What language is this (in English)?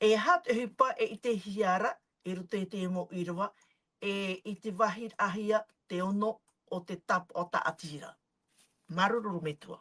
Tahitian